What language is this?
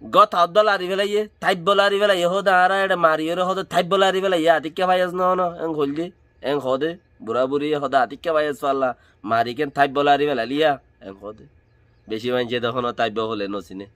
Rohingya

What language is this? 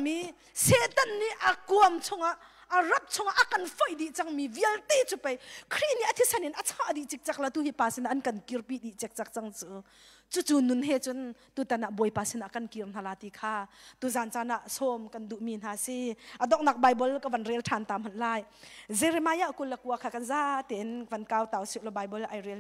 Hakha Chin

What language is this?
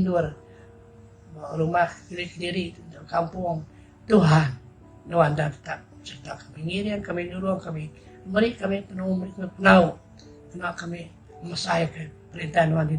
Iban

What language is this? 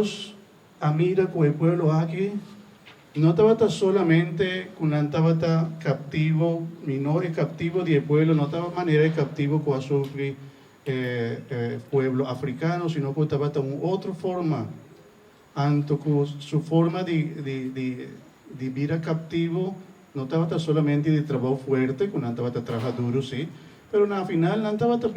Papiamento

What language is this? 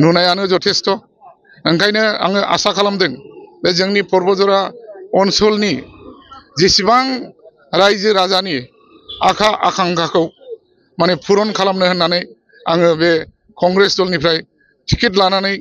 Bodo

